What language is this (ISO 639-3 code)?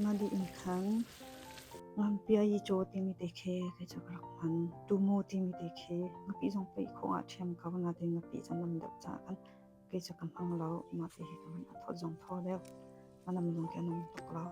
cnh